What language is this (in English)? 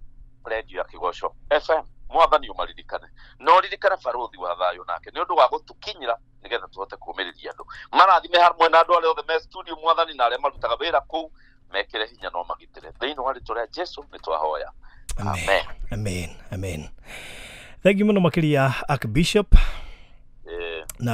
Kikuyu